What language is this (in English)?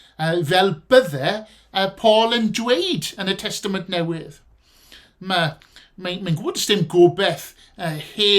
Welsh